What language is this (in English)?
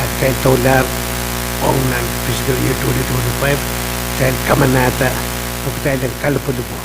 Pohnpeian